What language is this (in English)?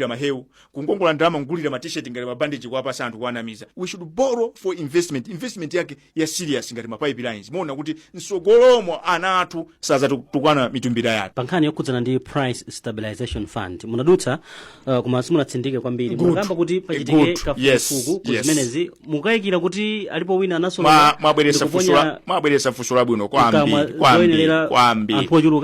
Nyanja